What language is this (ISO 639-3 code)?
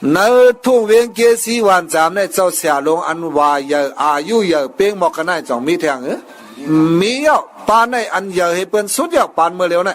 shn